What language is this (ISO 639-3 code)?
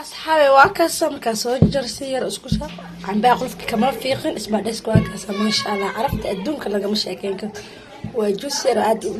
som